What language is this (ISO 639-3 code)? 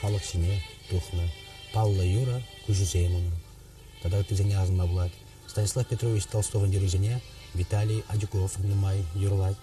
chv